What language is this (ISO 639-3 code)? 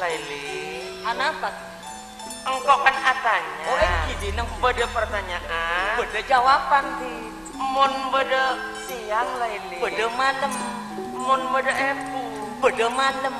mad